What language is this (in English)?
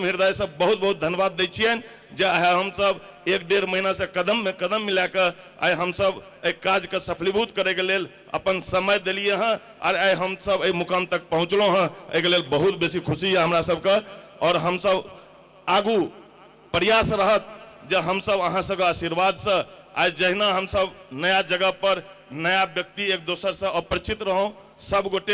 Maithili